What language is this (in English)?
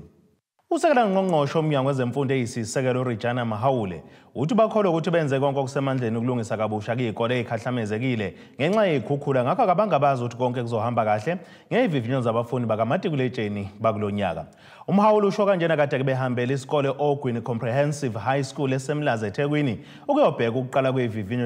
Zulu